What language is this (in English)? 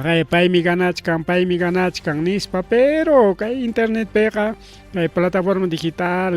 Ayacucho Quechua